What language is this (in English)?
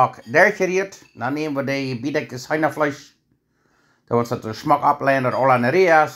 Plautdietsch